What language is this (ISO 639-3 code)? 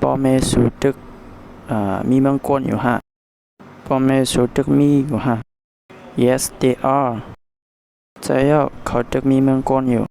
shn